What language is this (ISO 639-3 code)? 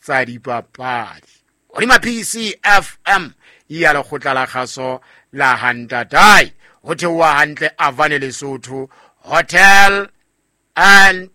sot